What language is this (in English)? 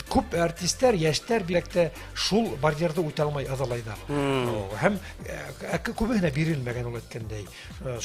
Bashkir